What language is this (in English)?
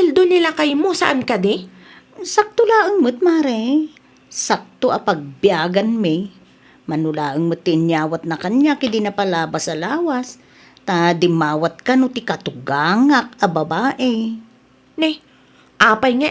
Iloko